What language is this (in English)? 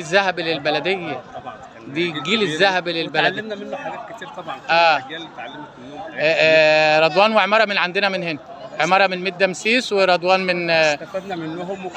Egyptian Arabic